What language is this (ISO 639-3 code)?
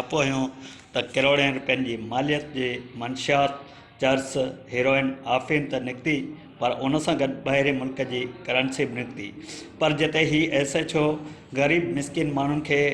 snd